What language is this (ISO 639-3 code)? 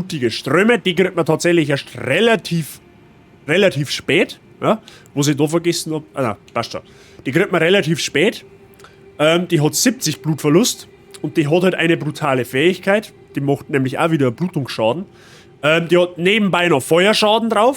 bar